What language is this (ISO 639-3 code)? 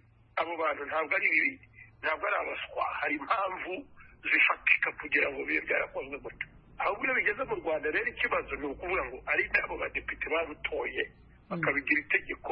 kin